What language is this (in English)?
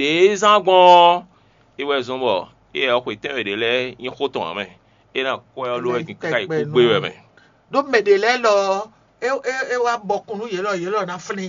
Fon